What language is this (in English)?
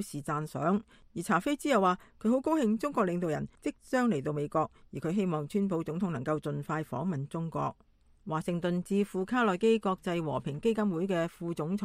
Cantonese